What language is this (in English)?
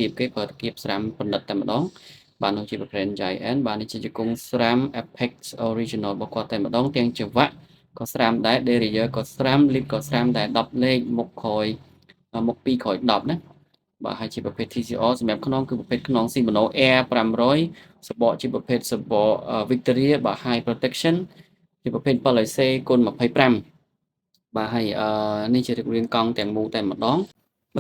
Khmer